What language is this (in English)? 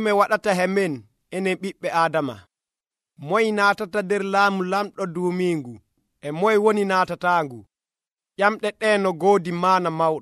Nigerian Fulfulde